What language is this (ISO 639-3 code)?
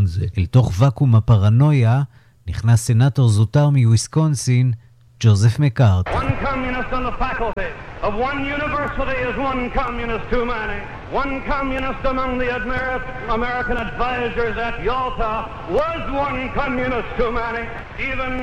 heb